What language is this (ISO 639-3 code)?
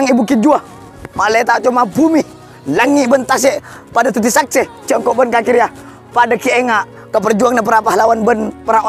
mad